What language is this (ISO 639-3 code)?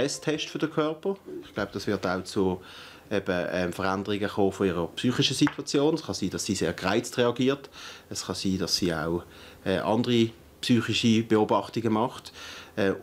gsw